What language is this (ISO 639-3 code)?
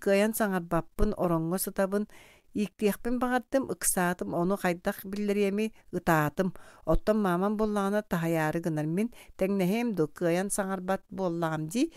sah